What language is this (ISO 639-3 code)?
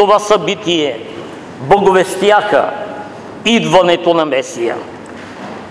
bul